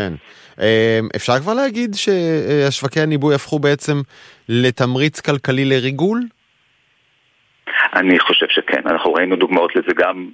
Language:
Hebrew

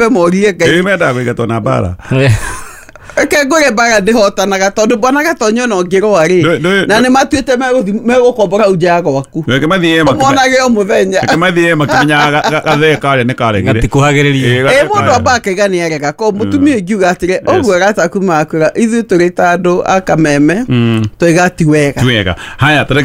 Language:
Kikuyu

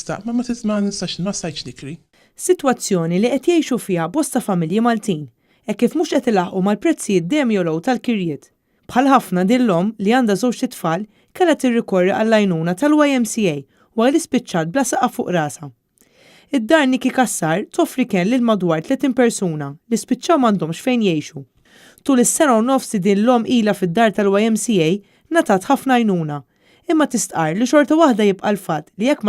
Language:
Maltese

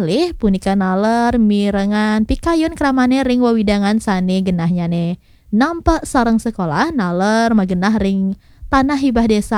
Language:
Balinese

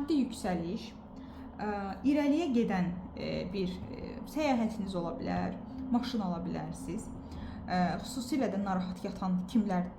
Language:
Azerbaijani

